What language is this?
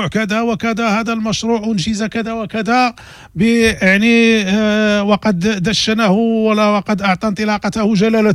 Moroccan Arabic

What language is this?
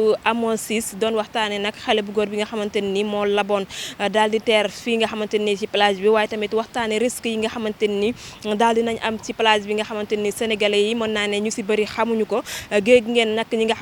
Wolof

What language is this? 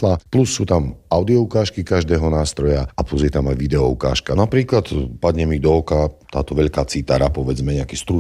Slovak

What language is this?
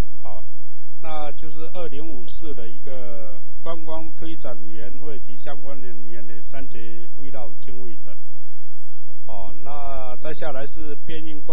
Chinese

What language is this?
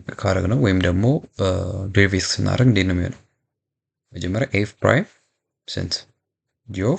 Amharic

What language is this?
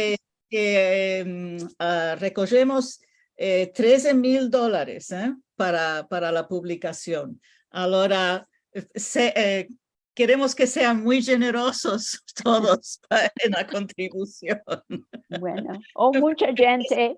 Ladino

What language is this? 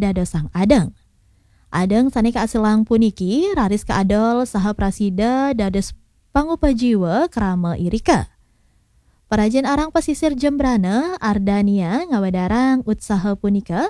Balinese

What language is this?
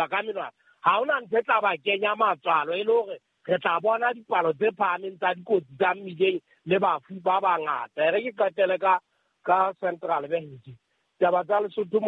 Southern Sotho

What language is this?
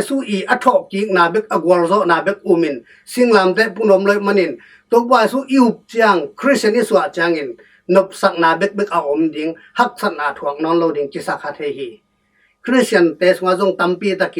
Tedim Chin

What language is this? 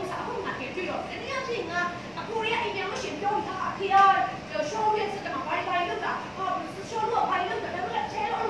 Burmese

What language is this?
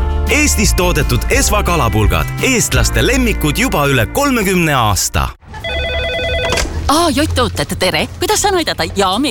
Estonian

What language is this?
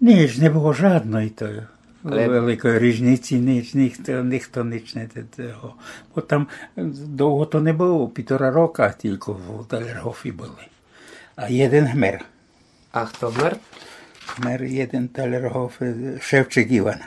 Rusyn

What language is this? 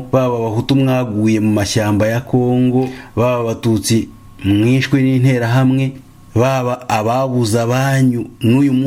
Kinyarwanda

